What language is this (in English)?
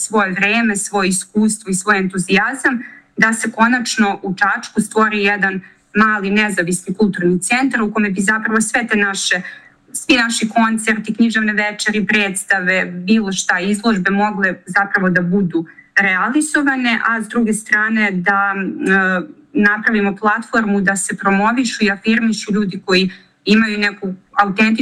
Serbian